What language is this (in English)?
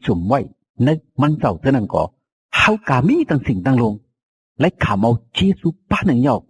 Shan